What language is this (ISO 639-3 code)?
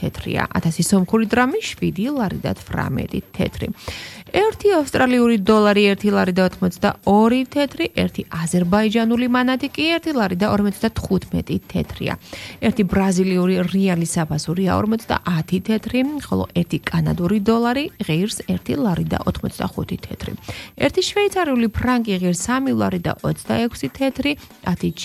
kat